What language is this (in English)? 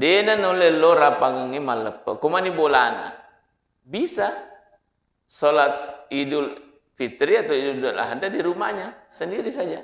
Buginese